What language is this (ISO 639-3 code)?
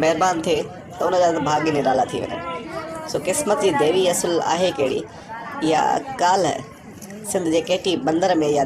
snd